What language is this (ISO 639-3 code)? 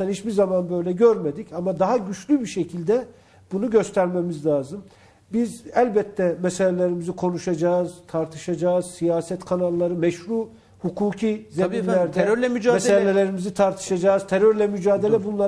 tur